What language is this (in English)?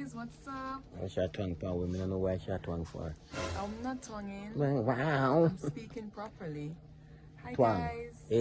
Jamaican Creole English